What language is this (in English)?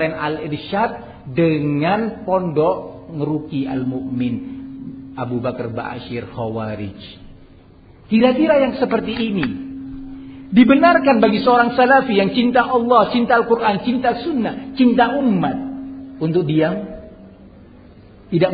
Indonesian